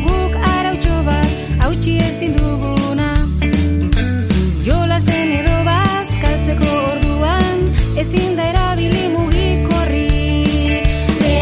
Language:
Basque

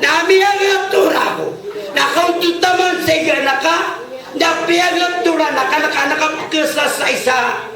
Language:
Maranao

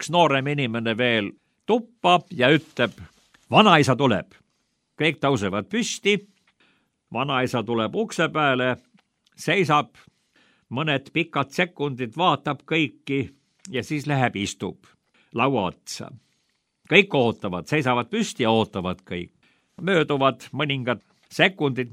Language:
Estonian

